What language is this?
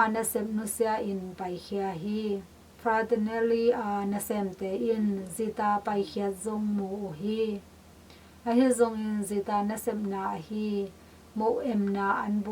Tedim Chin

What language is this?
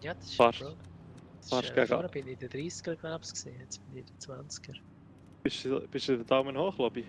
Swiss German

